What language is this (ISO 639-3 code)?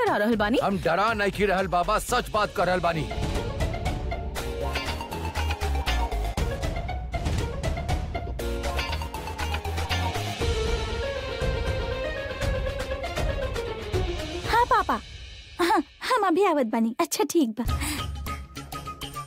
bho